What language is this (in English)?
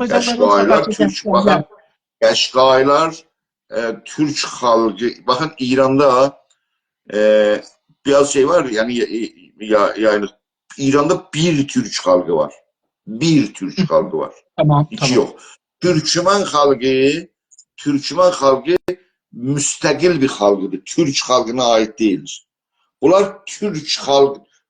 South Azerbaijani